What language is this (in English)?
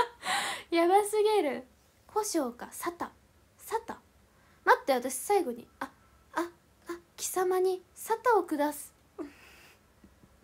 Japanese